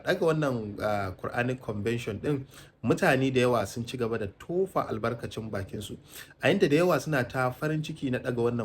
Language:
Hausa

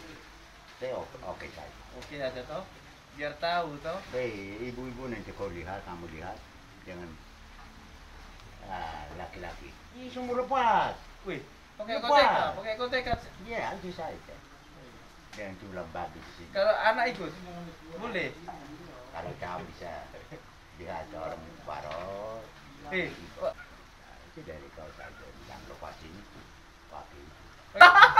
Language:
Indonesian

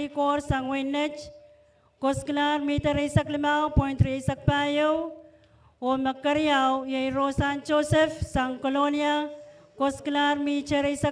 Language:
Pohnpeian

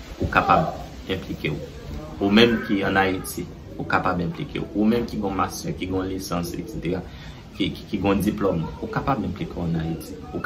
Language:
Haitian Creole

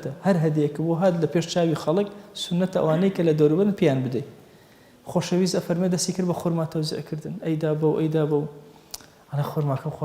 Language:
Central Kurdish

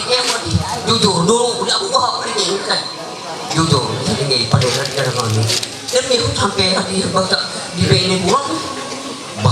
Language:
Ma'anyan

